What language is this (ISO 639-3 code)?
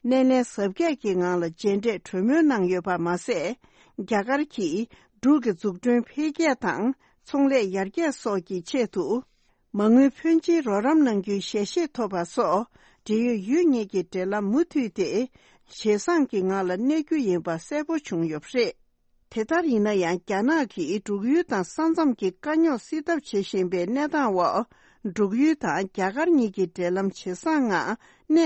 bod